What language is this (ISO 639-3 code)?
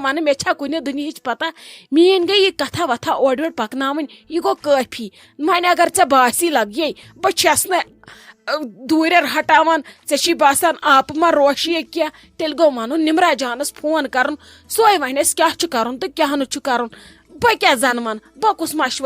kas